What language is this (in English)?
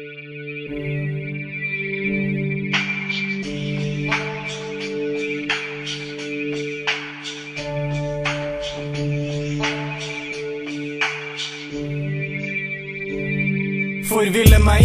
Norwegian